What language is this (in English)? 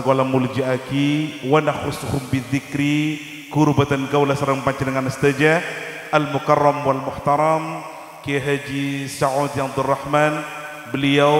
Madurese